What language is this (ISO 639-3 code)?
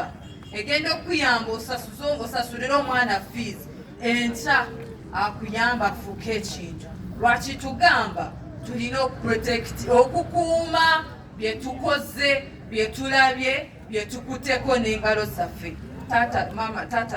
lug